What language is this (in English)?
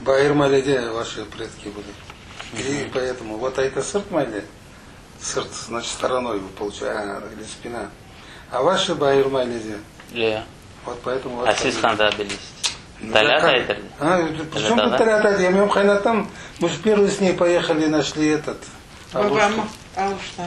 Crimean Tatar